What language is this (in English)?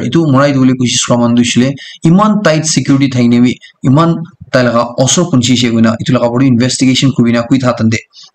Naga Pidgin